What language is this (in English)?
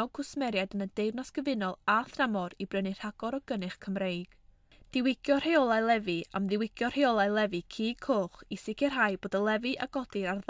Welsh